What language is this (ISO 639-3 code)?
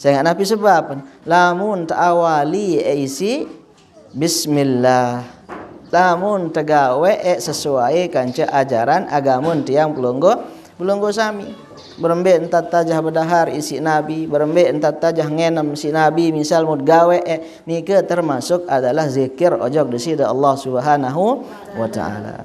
sas